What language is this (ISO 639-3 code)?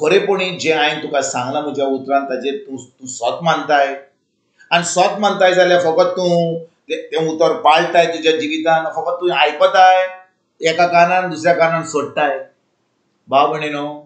kok